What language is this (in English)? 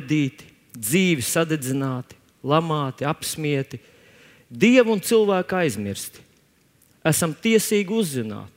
Latvian